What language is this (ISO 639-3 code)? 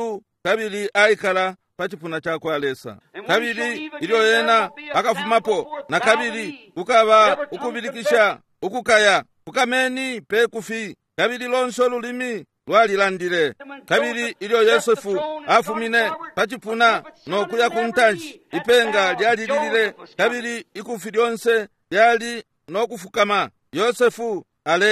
bem